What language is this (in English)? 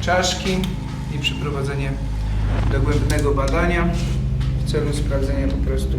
Silesian